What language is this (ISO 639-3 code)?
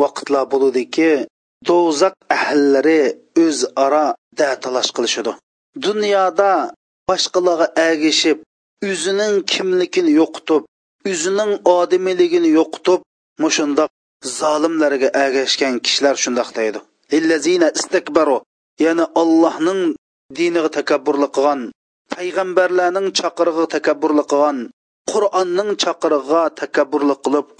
uig